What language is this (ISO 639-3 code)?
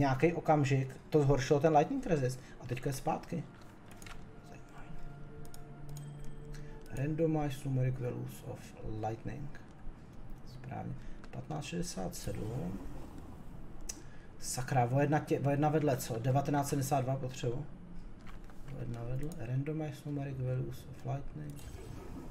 ces